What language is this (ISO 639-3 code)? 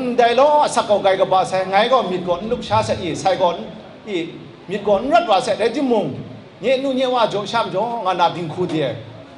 kac